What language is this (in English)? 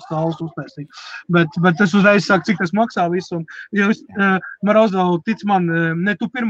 Latvian